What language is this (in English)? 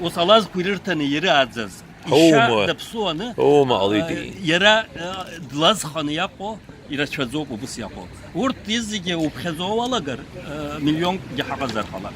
Abkhazian